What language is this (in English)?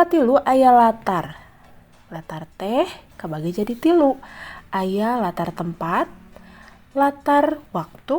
Sundanese